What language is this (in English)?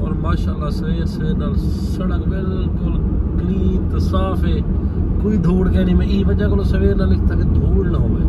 Saraiki